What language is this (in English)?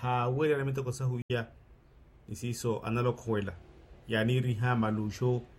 Makhuwa